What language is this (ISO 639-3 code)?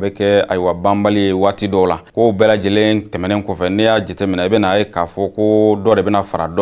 bam